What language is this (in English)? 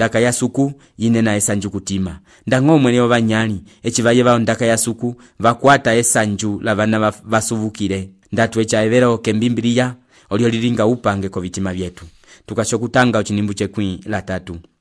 Umbundu